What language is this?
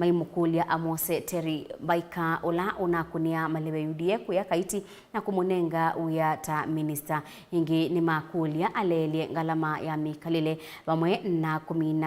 Kamba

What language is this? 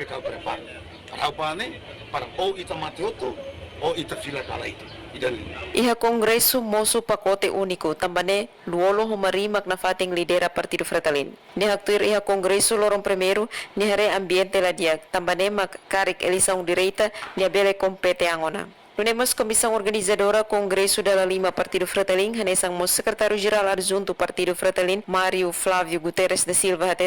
Tetum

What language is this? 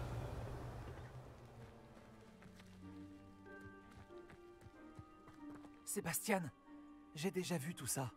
French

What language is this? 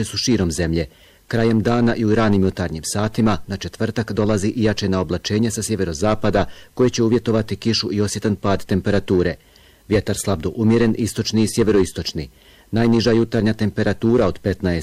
Bosnian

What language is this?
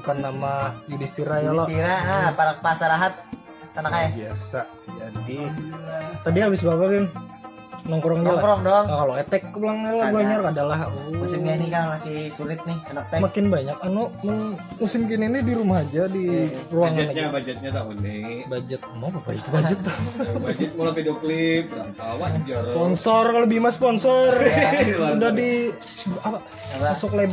Banjar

